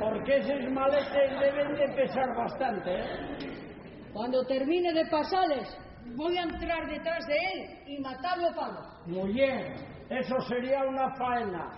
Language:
Asturian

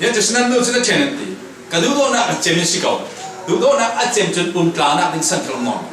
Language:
Falam Chin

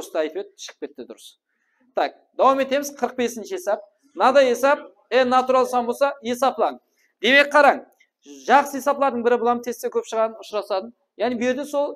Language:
Kara-Kalpak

